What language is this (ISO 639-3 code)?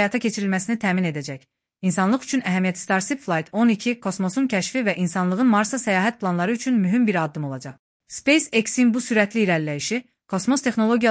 aze